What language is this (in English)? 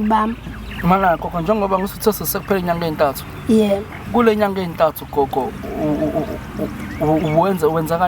Zulu